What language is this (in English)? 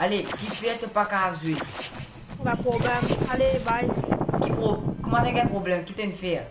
Morisyen